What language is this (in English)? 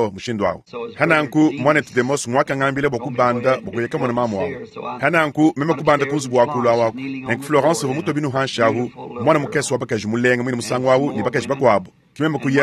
Luba-Lulua